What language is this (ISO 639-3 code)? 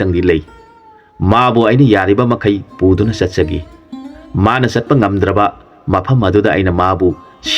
mni